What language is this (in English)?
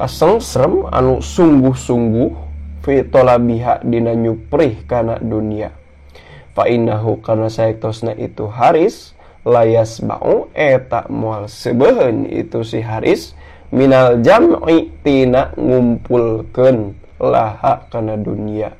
Sundanese